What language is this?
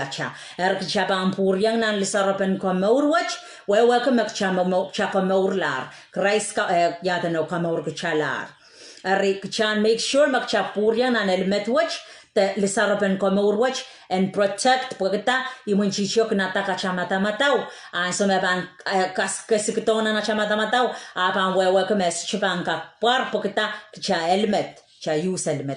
Pohnpeian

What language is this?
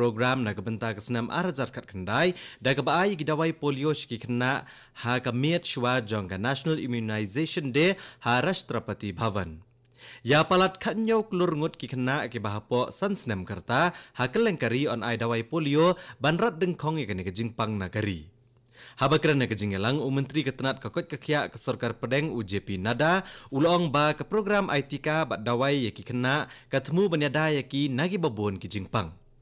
Khasi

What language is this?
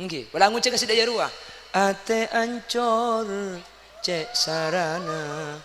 Madurese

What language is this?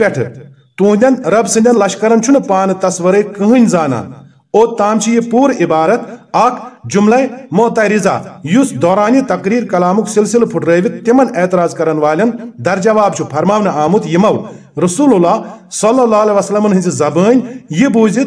Kashmiri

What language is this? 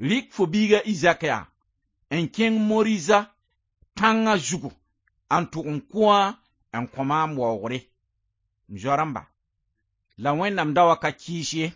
Mossi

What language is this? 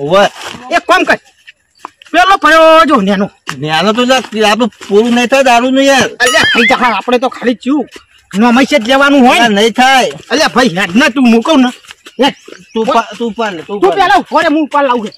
Gujarati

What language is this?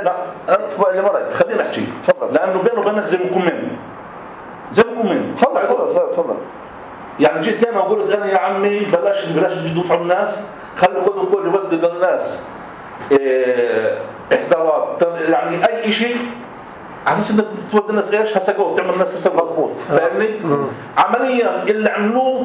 North Levantine Arabic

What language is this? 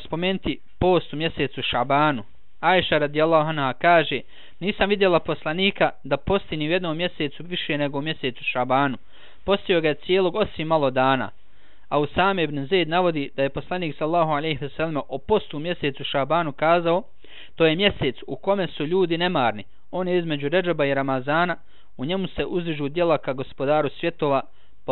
Bosnian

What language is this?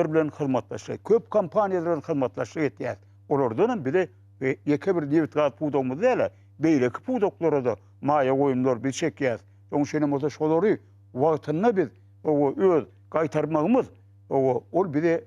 Turkmen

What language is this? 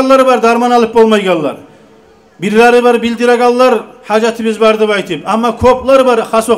Kumyk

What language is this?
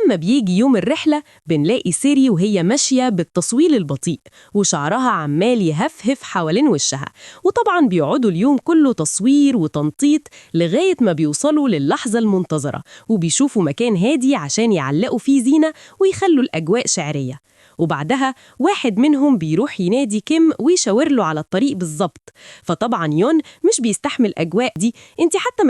Egyptian Arabic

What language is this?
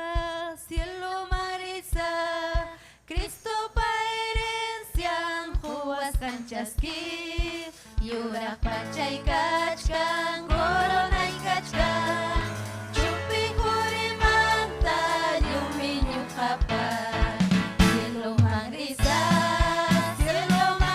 Ayacucho Quechua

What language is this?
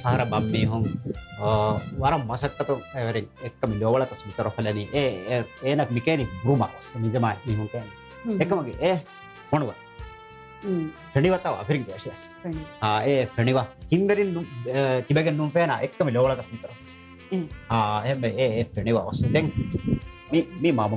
Divehi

